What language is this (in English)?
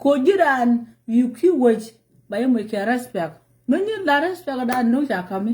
Nuer